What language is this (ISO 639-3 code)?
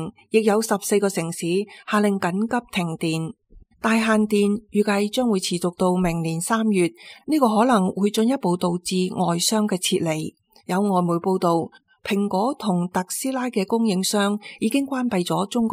yue